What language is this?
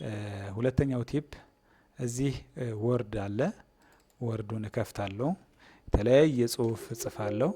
Amharic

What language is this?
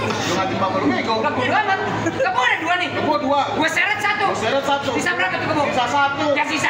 Betawi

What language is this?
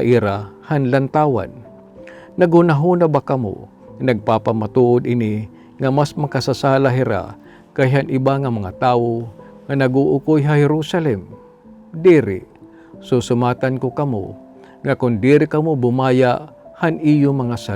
Waray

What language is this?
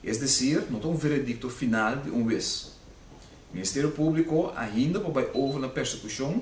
Papiamento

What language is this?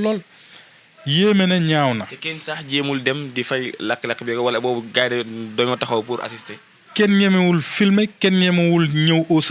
Wolof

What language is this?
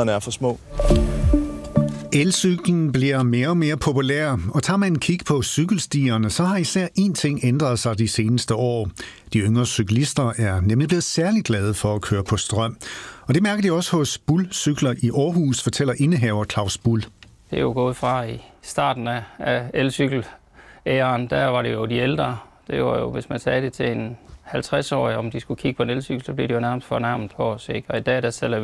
Danish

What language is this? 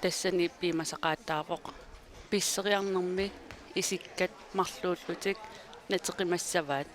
Kalaallisut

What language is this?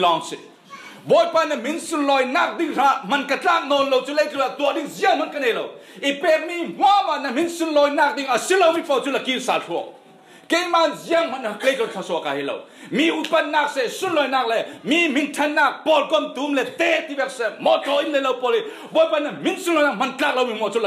Falam Chin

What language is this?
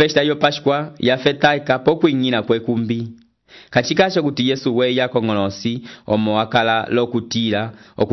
Umbundu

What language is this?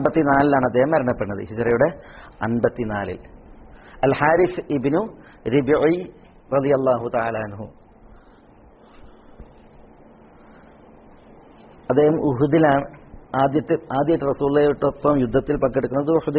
Malayalam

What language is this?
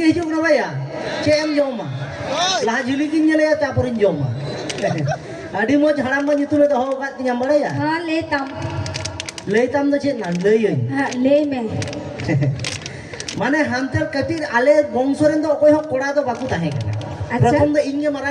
Santali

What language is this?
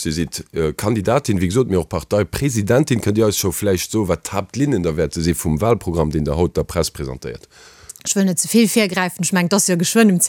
Luxembourgish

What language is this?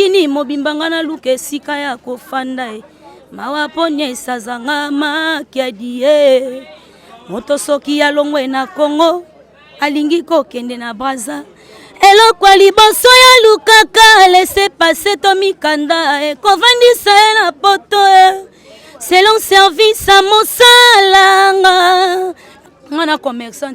Lingala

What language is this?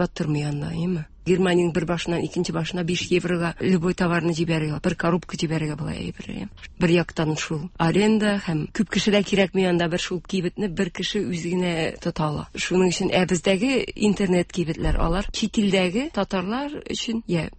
Tatar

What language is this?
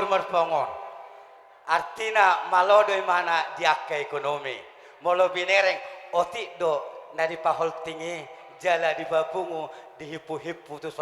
Batak Toba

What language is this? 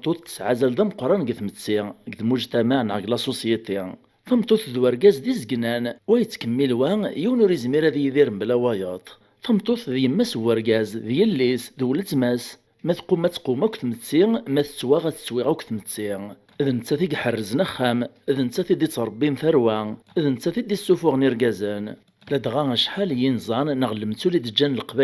Kabyle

